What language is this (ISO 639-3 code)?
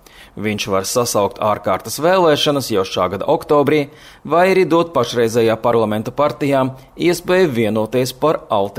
lav